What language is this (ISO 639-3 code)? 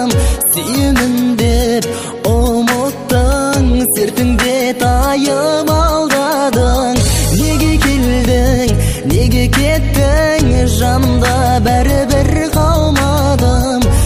kaz